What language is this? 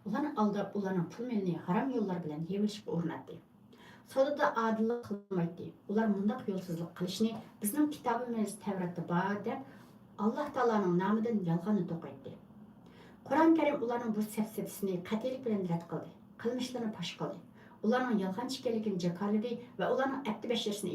Uyghur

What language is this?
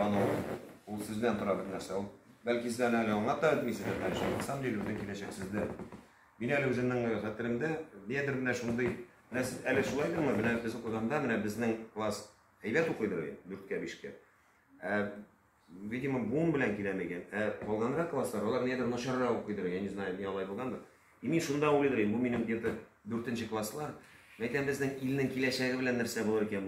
Tatar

